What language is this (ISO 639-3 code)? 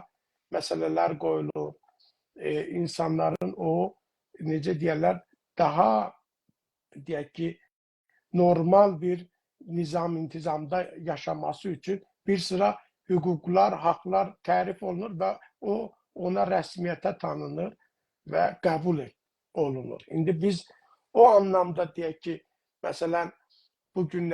azb